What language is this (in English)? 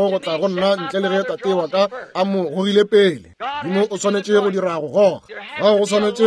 Northern Sotho